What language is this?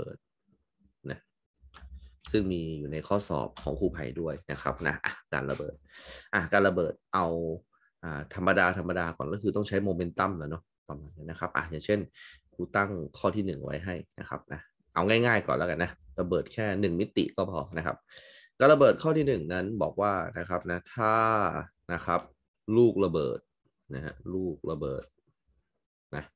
Thai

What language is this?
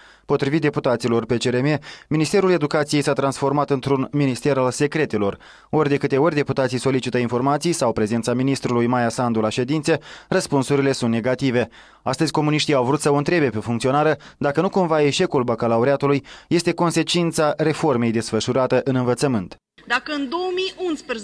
Romanian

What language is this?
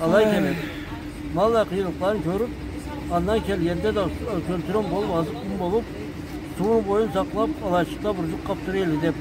Karachay-Balkar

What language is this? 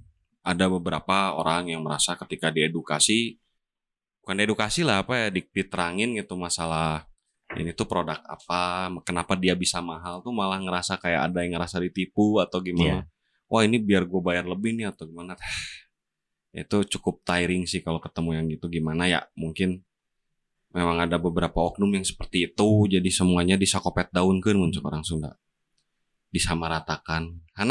Indonesian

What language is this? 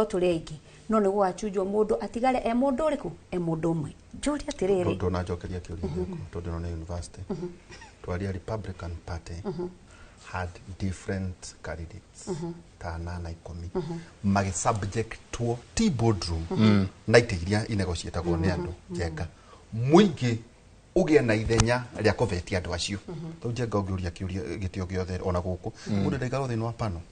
Kikuyu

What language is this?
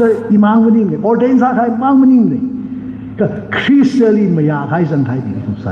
Tangkhul Naga (India)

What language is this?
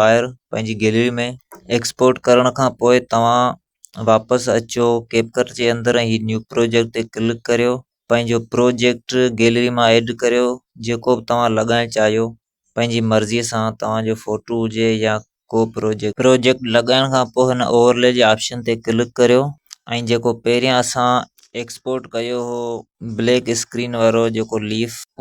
Sindhi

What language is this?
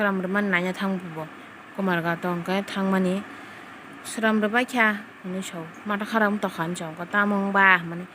Kok Borok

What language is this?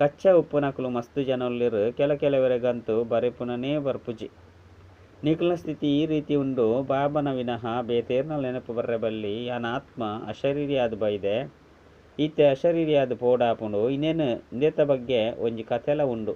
Tulu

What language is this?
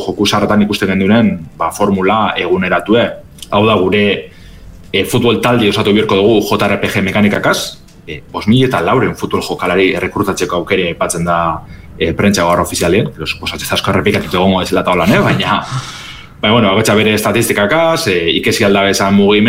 Basque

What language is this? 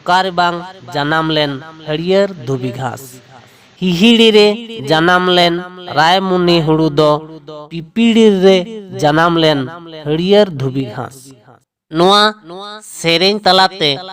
Santali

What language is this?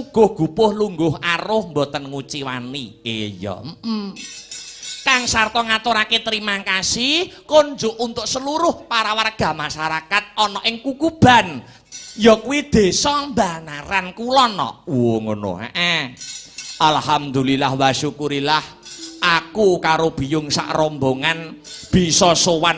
Javanese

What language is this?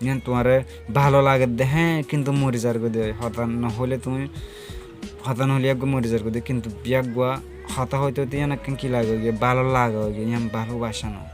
Rohingya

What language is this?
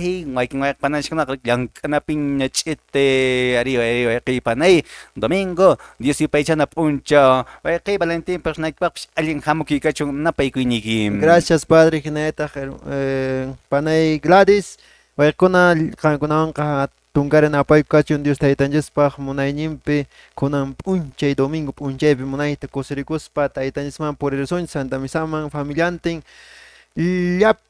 Quechua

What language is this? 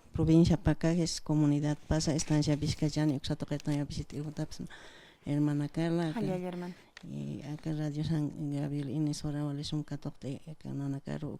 Aymara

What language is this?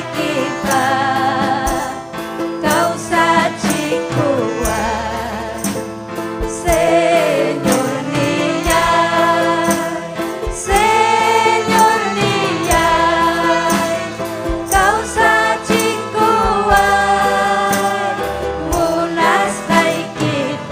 Ayacucho Quechua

